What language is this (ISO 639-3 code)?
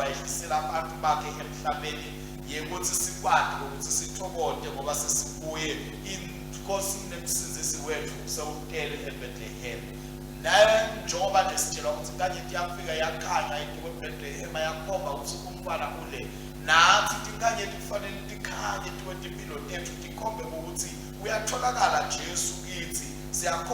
ssw